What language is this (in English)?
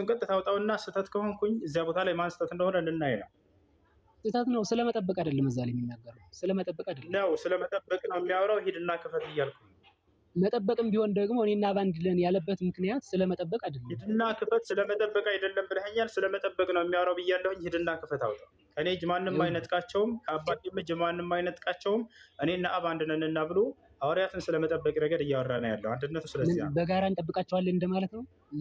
Amharic